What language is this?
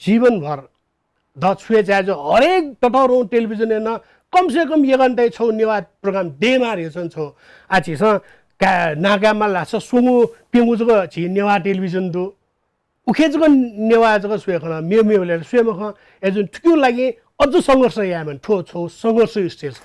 Newari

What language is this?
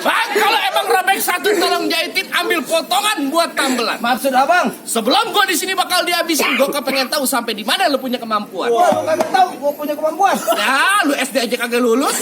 Betawi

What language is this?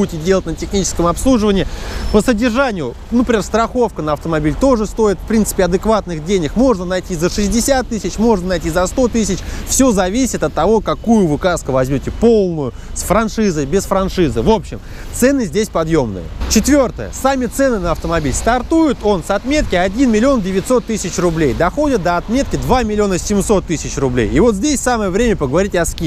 Russian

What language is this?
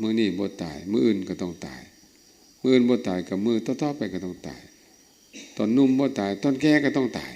Lao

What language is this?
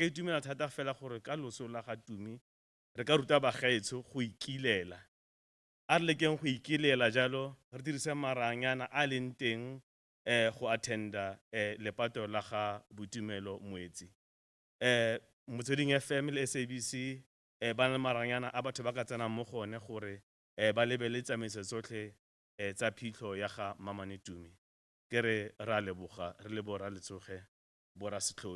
Tswana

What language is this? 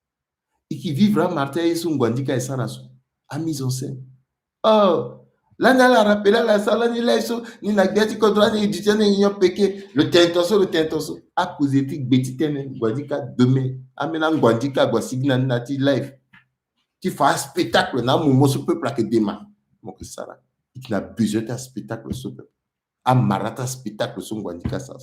Sango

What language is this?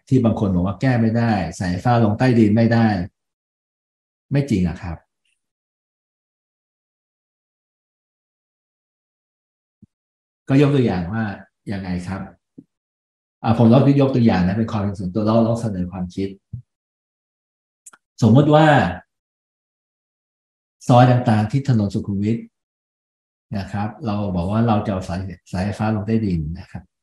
Thai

